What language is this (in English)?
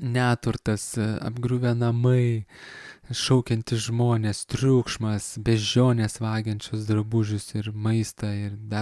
Lithuanian